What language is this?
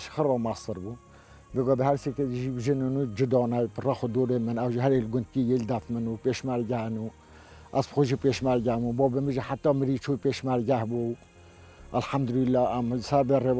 Kurdish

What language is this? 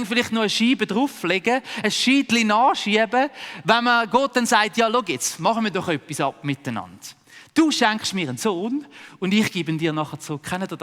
Swiss German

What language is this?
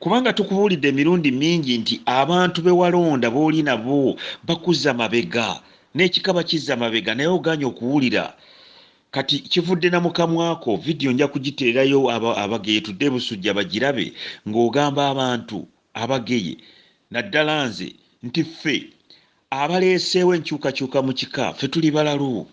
Ganda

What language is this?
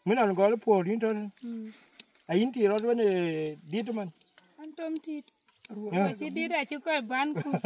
Dinka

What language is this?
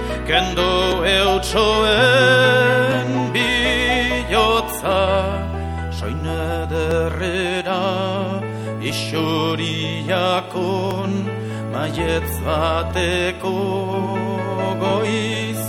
Basque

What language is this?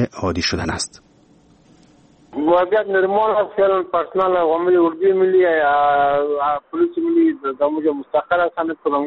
Persian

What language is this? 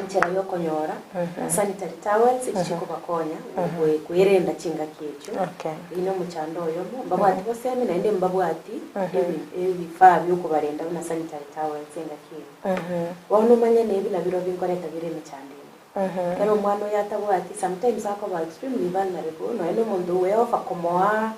Gusii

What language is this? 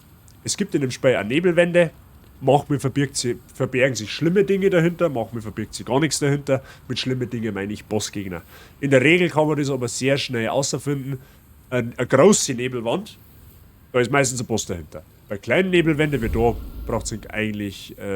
Bavarian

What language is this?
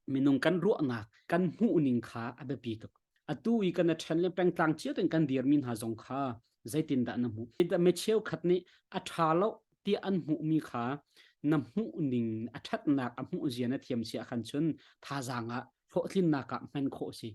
Hakha Chin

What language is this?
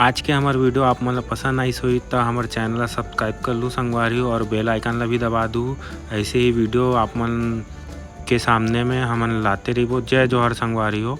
Chhattisgarhi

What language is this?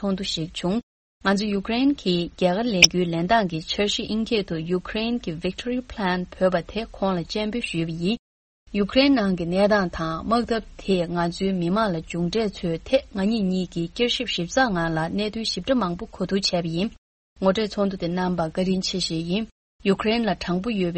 Tibetan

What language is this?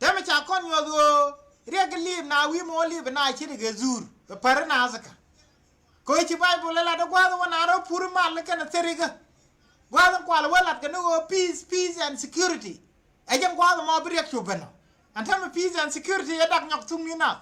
Nuer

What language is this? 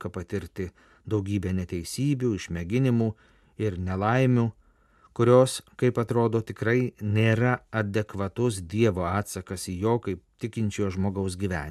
Lithuanian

